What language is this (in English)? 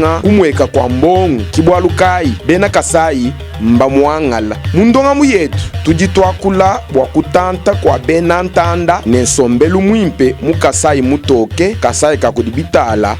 Luba-Lulua